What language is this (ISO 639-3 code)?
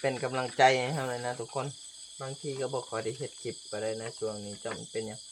lao